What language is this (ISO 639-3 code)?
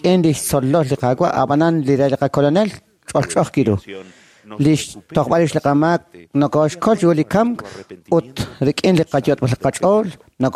kek